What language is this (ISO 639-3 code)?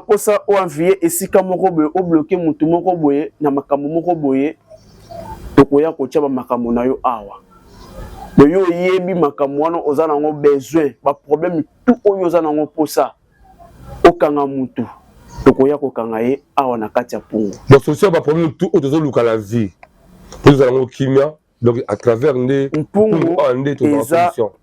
lin